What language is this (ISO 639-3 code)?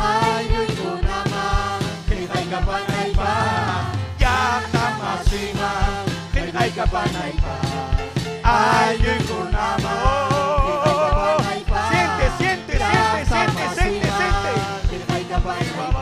quy